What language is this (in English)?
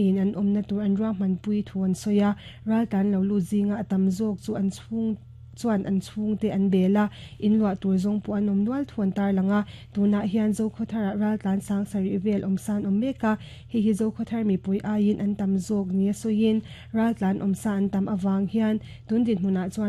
Mizo